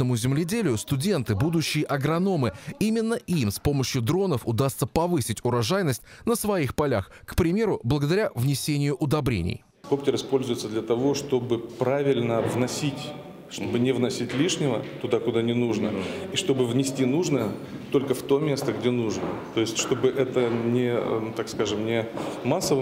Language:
Russian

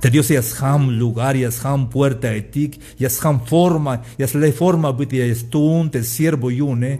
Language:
Tzeltal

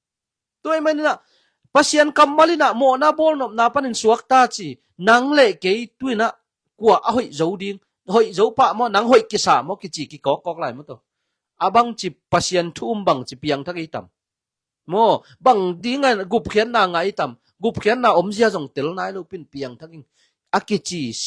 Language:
Tedim Chin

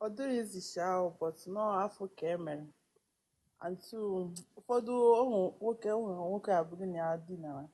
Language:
Igbo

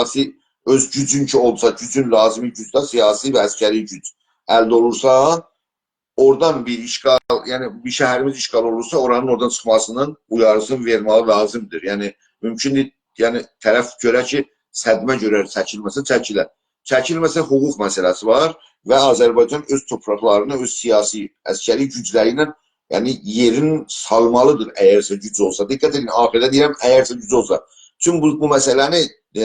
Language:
South Azerbaijani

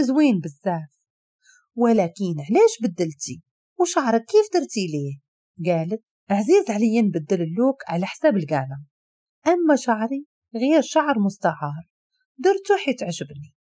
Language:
Moroccan Arabic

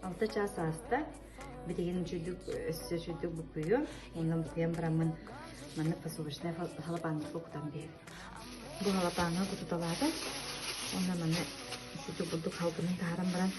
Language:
Yakut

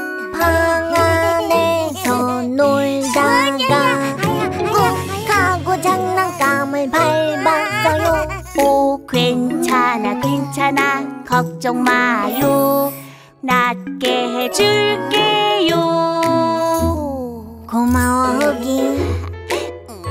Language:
Korean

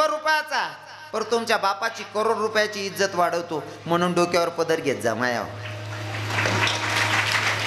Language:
Marathi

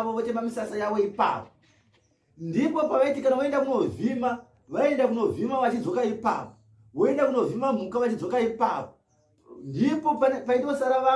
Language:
Shona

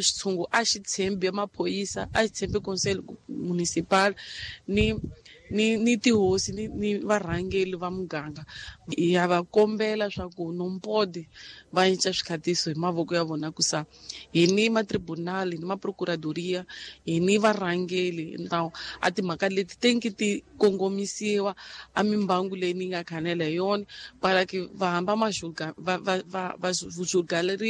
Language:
Tsonga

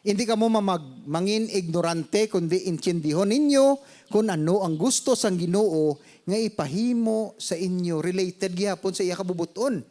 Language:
Hiligaynon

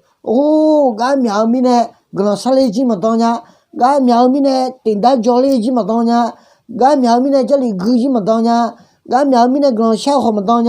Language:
Akha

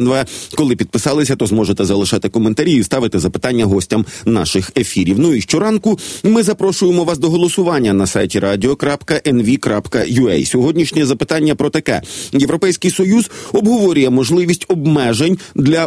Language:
Ukrainian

